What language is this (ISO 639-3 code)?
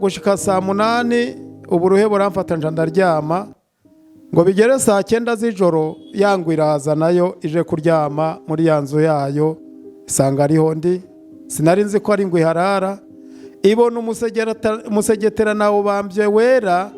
run